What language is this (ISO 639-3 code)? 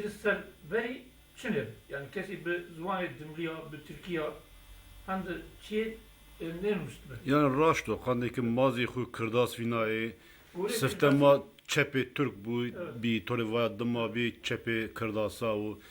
zza